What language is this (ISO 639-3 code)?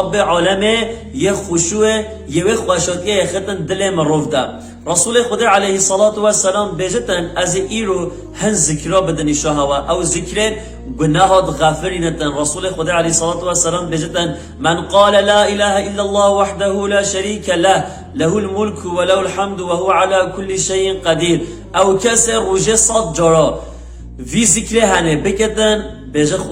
kur